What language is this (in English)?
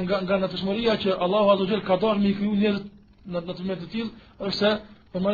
Albanian